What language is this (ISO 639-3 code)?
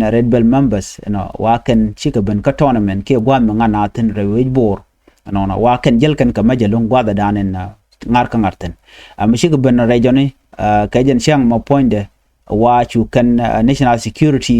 nus